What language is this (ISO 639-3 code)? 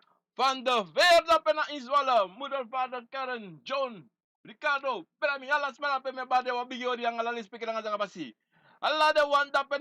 srn